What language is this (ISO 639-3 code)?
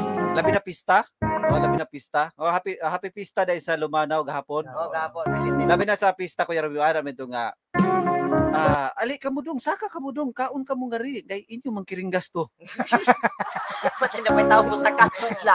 ceb